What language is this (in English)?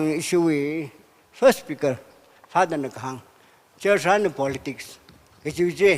Tangkhul Naga (India)